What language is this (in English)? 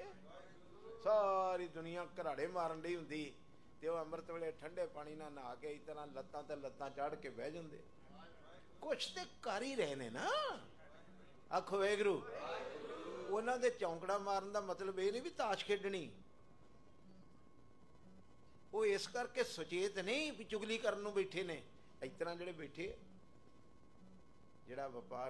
Punjabi